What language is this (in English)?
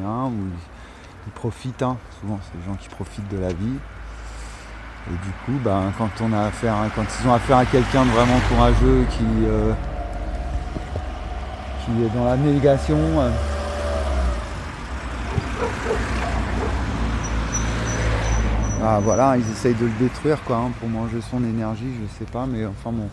French